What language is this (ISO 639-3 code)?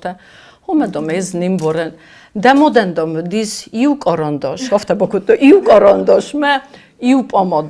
oss